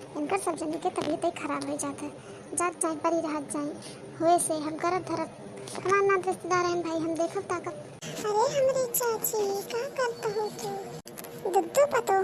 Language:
Awadhi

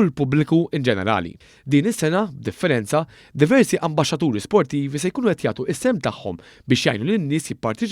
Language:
Maltese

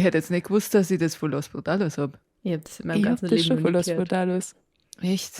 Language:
Bavarian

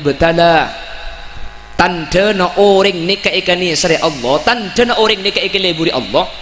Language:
Madurese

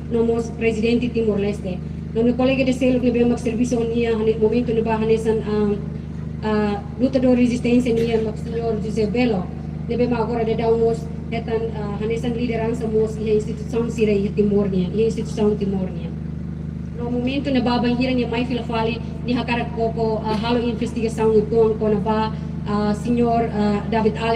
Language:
Tetum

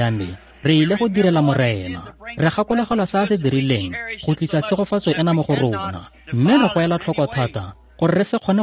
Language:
Tswana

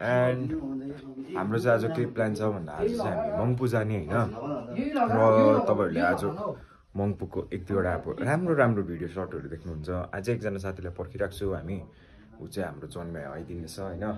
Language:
Nepali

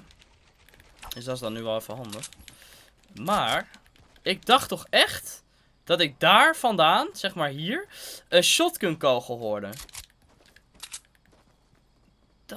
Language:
Dutch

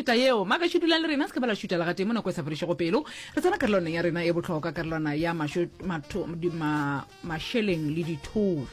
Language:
Northern Sotho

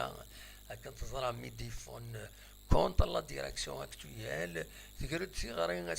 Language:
Kabyle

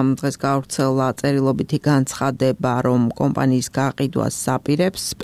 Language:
Georgian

